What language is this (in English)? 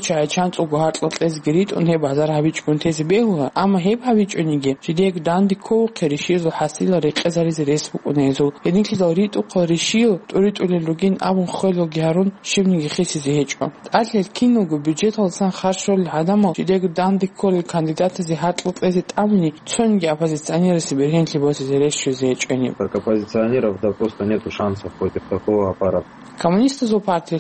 Avaric